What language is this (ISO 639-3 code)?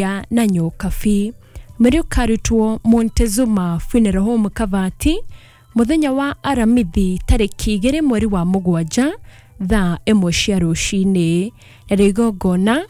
kik